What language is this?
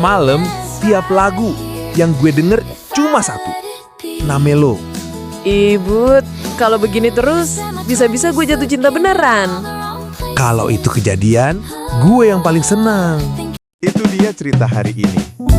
Betawi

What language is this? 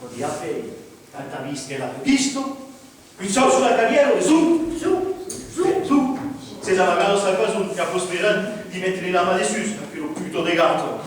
Occitan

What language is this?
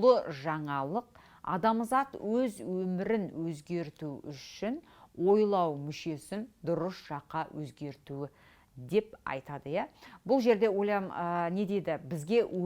Kazakh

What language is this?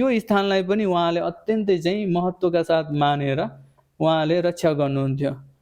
Nepali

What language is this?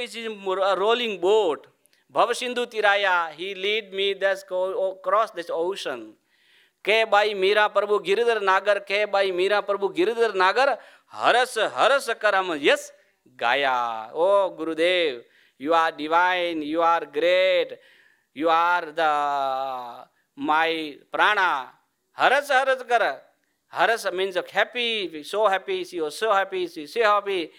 English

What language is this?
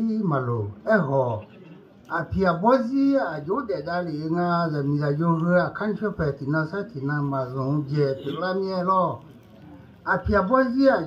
Akha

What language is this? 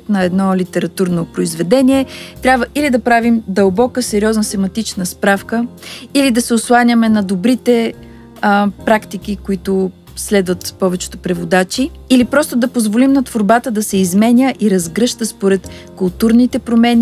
Bulgarian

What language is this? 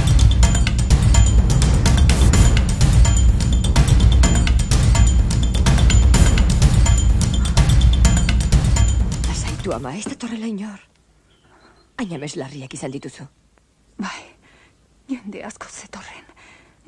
Basque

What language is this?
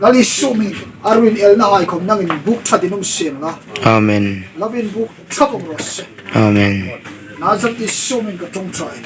Hmar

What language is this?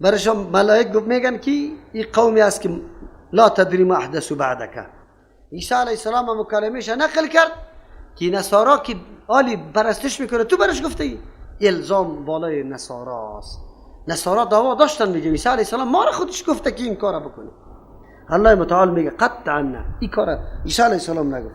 Persian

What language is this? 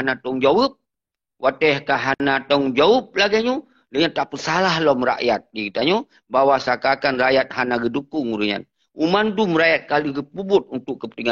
Achinese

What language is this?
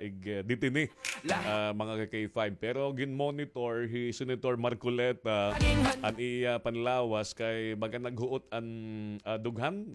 Waray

